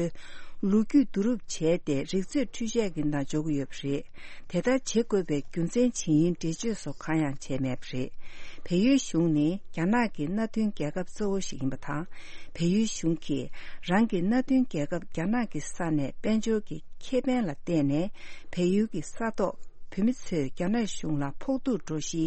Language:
Tibetan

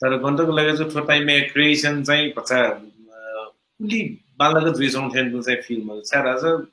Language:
Newari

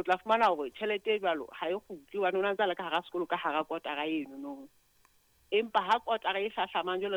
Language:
Southern Sotho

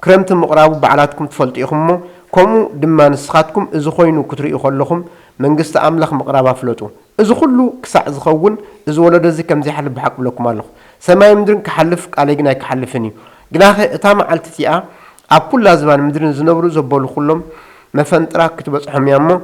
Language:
Tigrinya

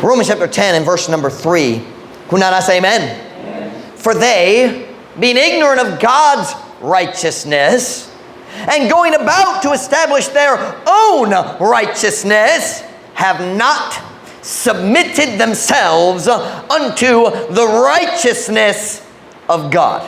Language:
Cebuano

